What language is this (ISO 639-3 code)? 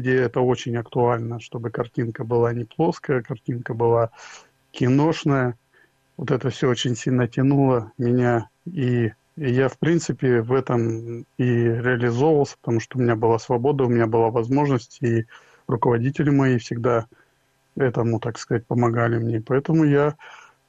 rus